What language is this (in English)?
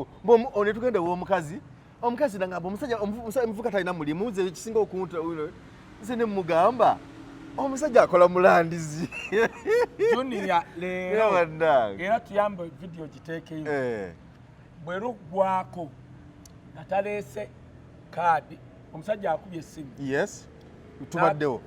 Ganda